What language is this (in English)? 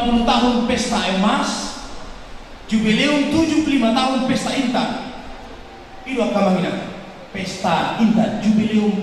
Batak Toba